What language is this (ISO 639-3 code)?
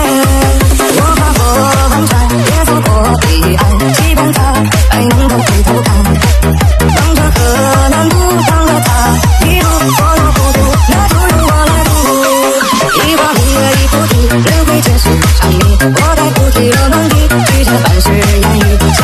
zho